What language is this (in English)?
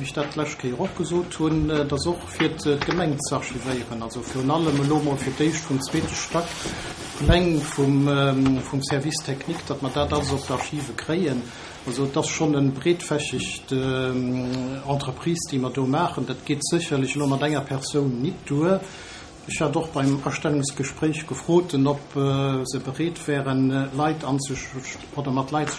Luxembourgish